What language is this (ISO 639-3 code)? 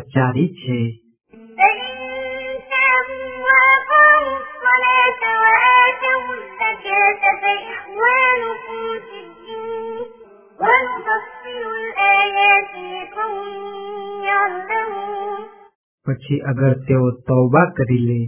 guj